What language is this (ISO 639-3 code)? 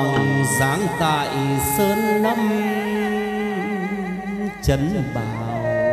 vie